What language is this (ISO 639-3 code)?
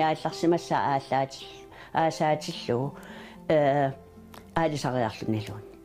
kal